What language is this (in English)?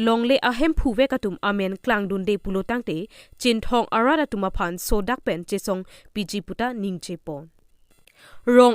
Karbi